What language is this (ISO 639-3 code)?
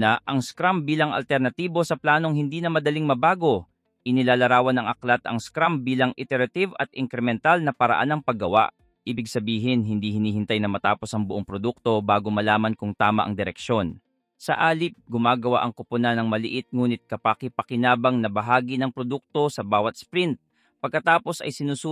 fil